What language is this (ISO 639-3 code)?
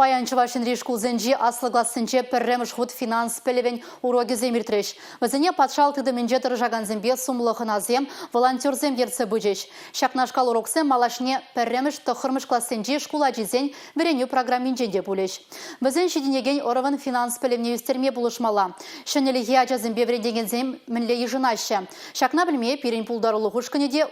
chv